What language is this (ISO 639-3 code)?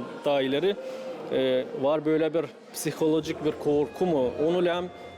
gag